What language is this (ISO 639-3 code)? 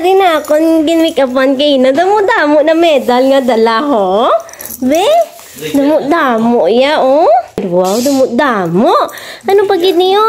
hil